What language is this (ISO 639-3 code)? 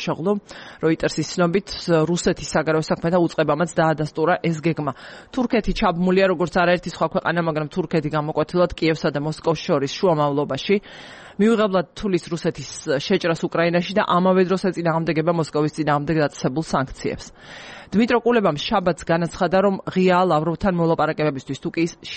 kat